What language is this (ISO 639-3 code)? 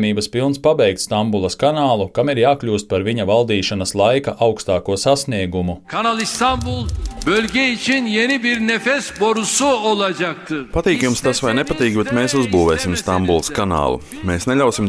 lav